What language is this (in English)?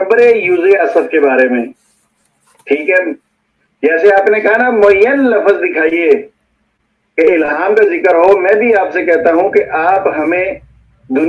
Urdu